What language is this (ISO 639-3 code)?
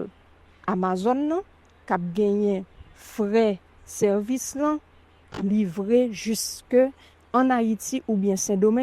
hat